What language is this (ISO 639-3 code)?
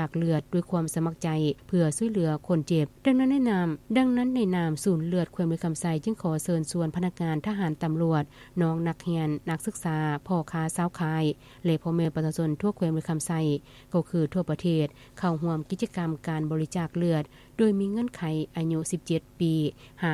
lao